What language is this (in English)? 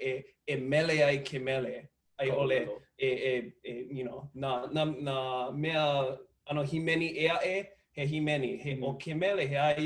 Hawaiian